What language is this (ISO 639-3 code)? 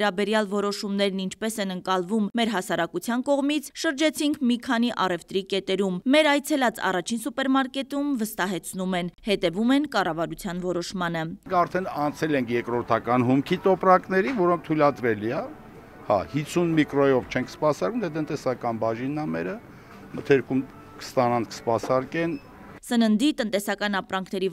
hye